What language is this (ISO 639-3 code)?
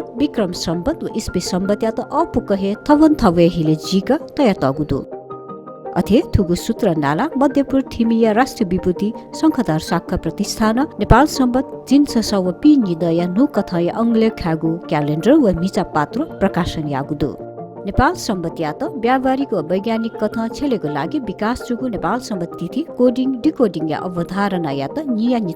new